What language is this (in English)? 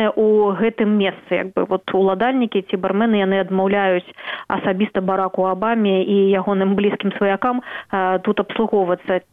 Belarusian